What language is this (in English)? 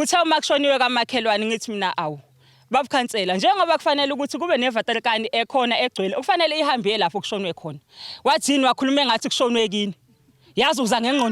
Zulu